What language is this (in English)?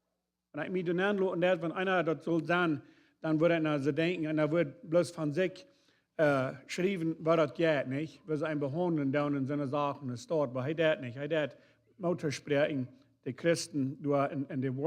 Plautdietsch